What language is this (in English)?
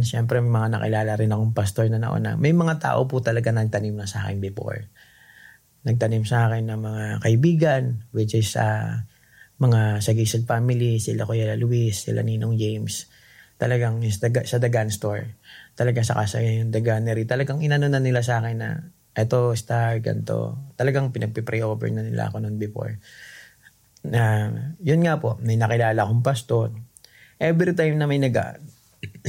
Filipino